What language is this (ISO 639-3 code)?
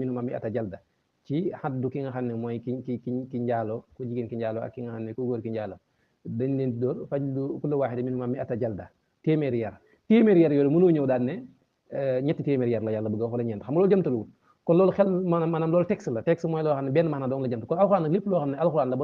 wol